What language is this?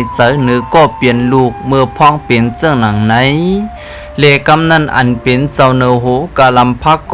Shan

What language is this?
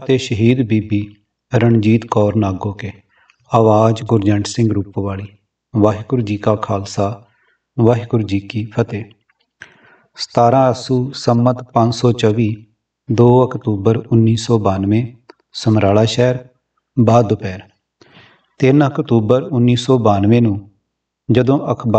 Punjabi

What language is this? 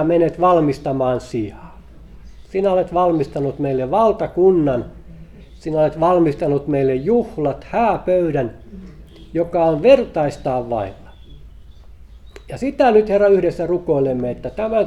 Finnish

